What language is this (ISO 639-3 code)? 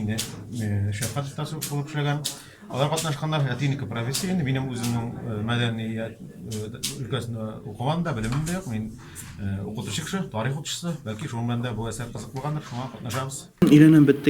tat